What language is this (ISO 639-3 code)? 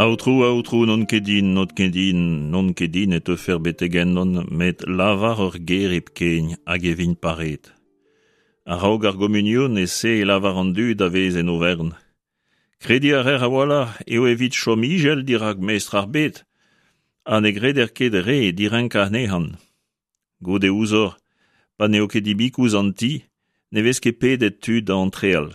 bre